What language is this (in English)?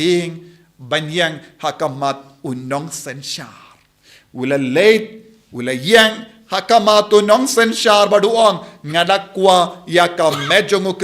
Khasi